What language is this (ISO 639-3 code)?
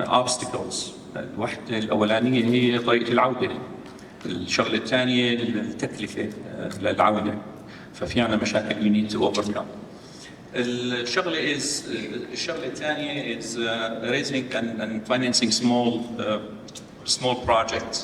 apc